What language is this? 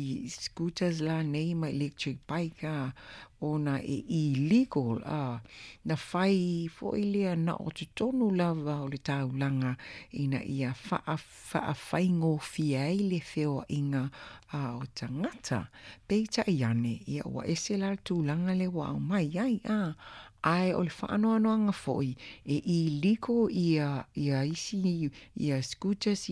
Samoan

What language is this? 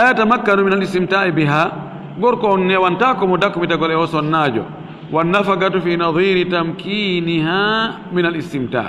Fula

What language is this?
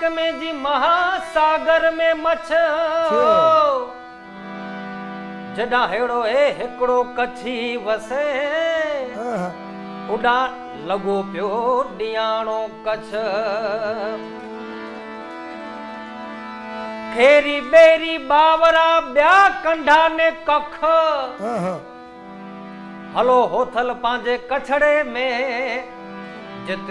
Gujarati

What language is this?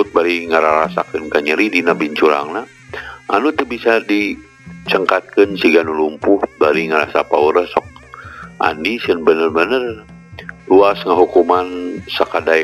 Sundanese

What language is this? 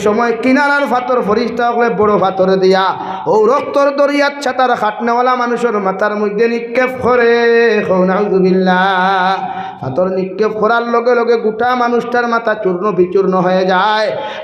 Sylheti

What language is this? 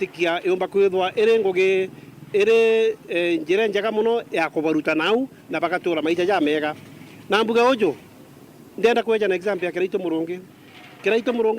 Meru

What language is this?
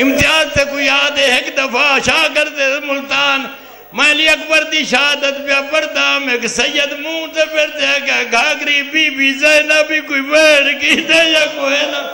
Saraiki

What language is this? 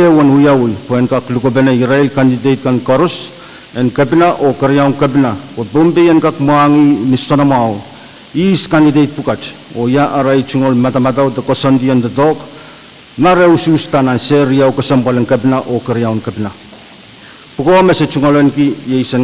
Pohnpeian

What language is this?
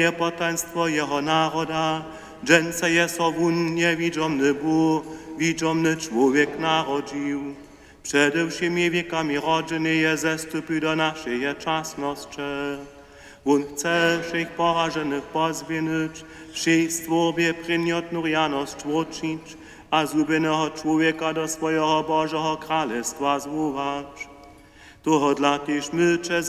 Upper Sorbian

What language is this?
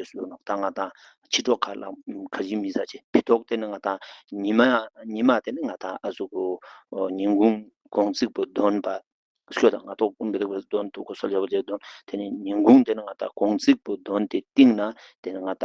Tibetan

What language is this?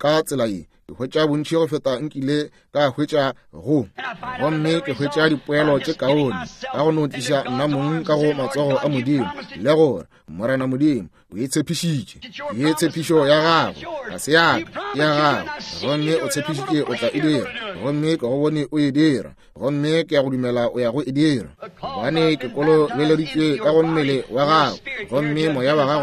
Northern Sotho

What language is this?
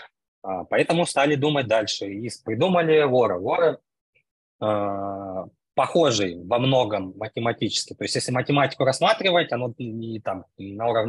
Russian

